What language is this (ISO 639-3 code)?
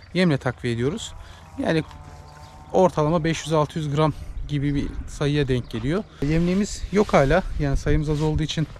tur